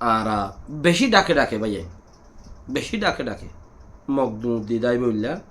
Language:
Rohingya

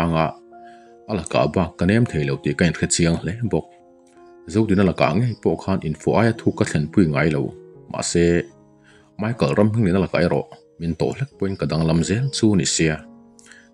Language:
Mizo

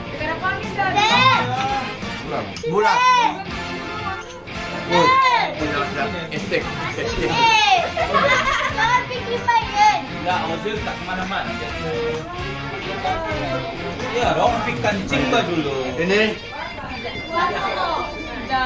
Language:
Malay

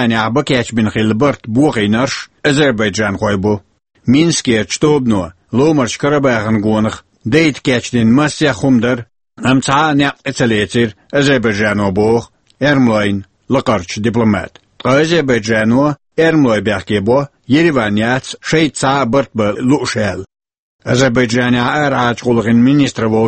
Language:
Chechen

